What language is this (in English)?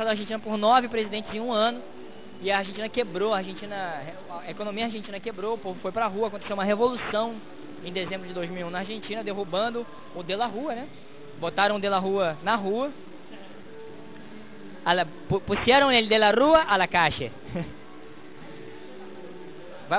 Portuguese